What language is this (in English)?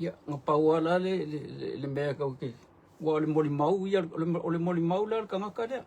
Samoan